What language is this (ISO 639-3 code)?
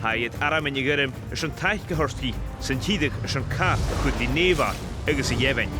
gla